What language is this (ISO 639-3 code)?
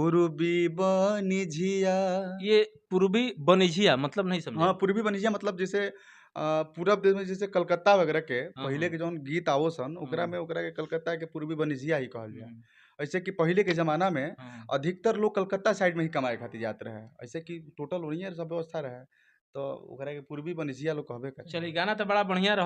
bho